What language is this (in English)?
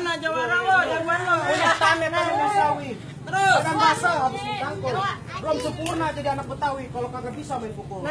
Betawi